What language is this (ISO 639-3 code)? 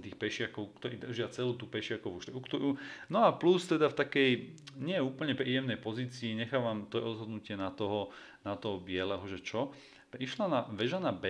slk